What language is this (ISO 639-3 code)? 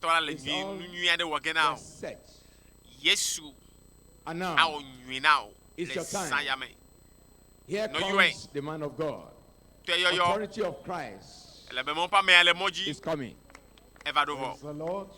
ewe